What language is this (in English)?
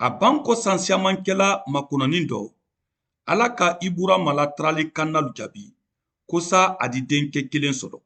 Mandingo